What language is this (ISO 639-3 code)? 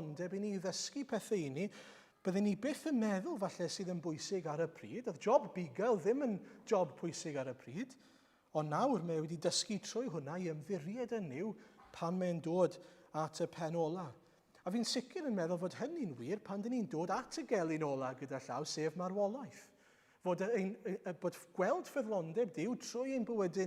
cym